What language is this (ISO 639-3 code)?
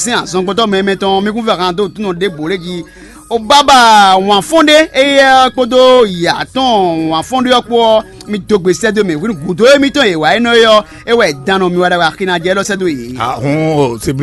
fon